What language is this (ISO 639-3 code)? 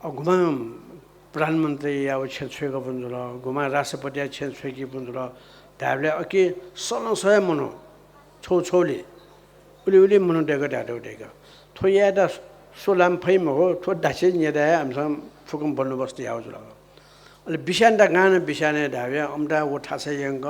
new